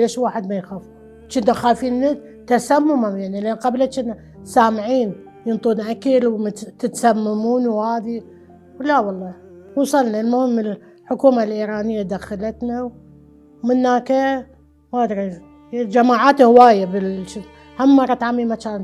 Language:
Mesopotamian Arabic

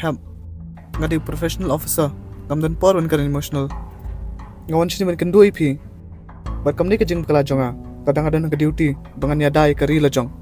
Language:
Khasi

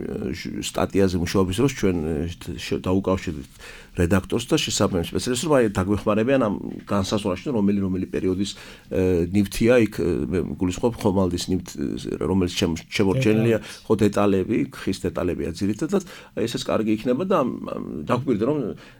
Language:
Georgian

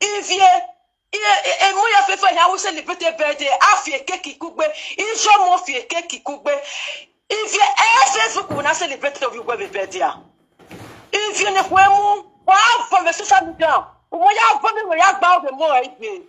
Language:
Nigerian Pidgin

